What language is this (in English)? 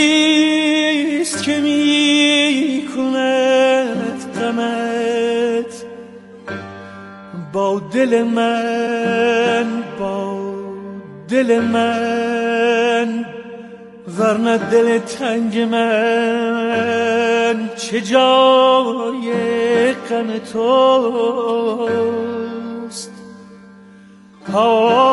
Persian